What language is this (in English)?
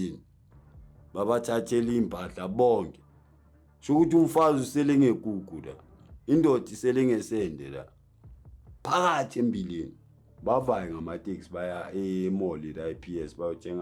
Zulu